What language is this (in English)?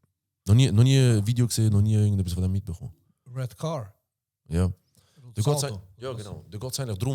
Swiss German